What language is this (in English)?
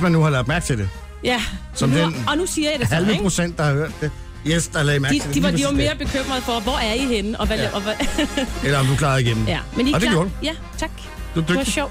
Danish